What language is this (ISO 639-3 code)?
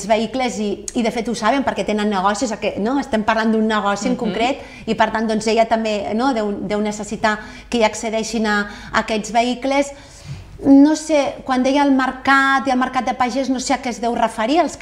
cat